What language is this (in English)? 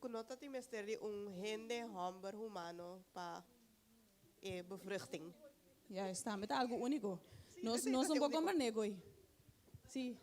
Papiamento